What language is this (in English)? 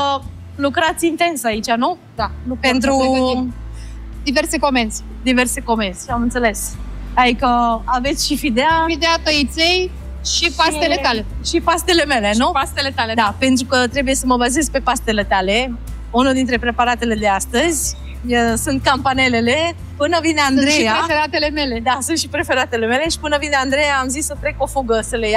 Romanian